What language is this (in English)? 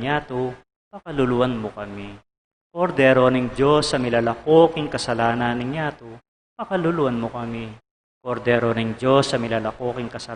Pampanga